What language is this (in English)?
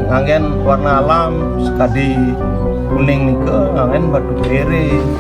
Balinese